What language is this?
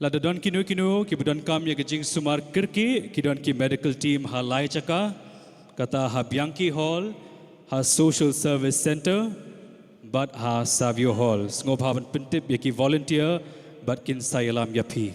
Khasi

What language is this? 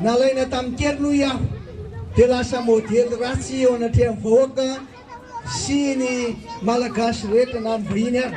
Malagasy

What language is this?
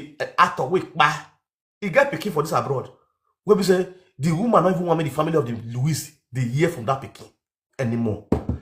Nigerian Pidgin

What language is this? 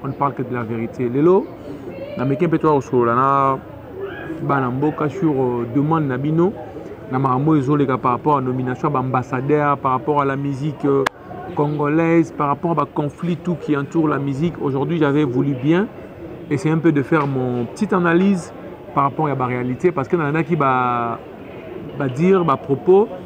Lingala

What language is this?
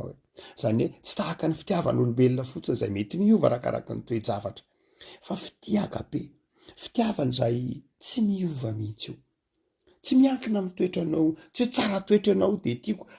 Malagasy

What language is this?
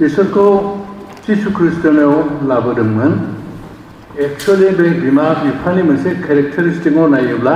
Bodo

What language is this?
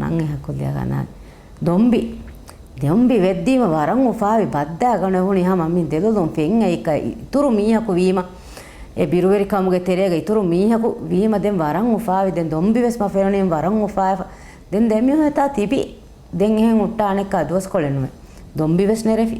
Divehi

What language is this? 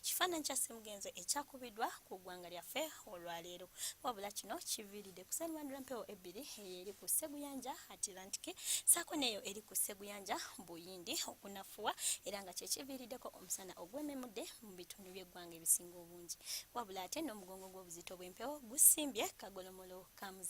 Ganda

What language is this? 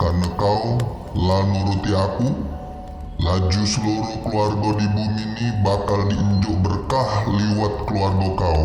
Musi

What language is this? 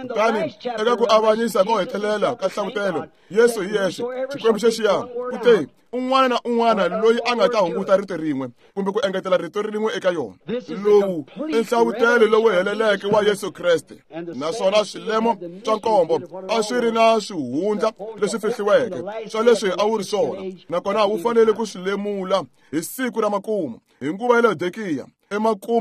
Tsonga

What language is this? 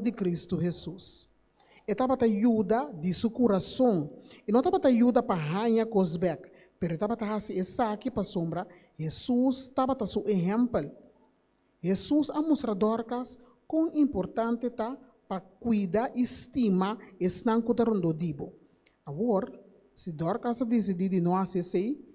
Papiamento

